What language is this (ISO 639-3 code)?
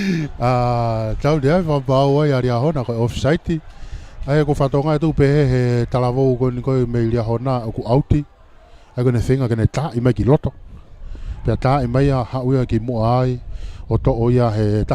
ton